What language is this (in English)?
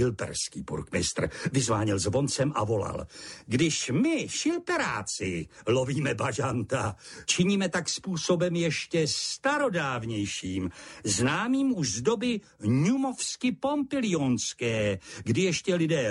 Czech